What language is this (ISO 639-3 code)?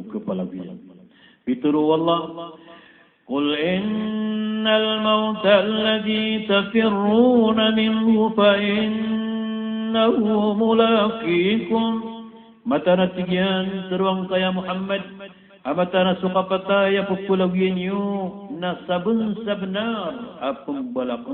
mrw